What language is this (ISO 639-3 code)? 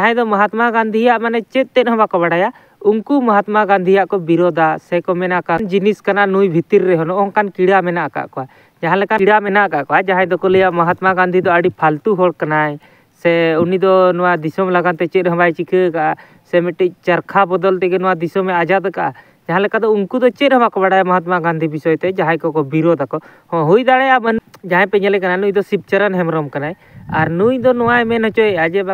sat